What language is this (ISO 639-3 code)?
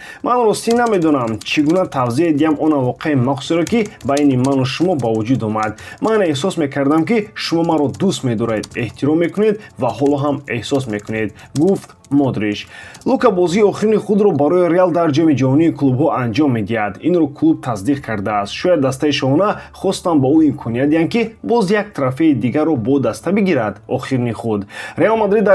tgk